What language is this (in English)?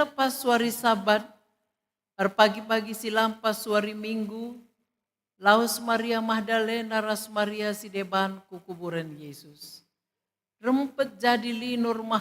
Batak Karo